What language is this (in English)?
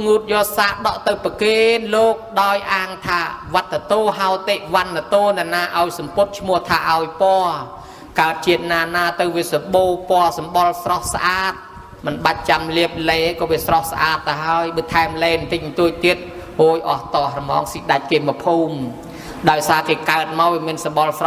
Khmer